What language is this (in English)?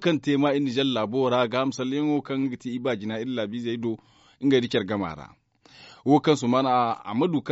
Zarma